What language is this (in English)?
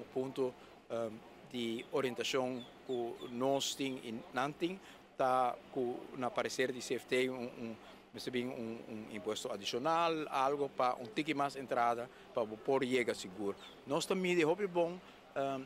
Papiamento